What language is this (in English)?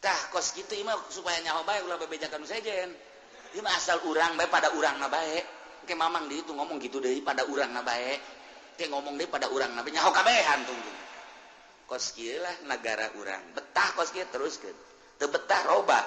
Sundanese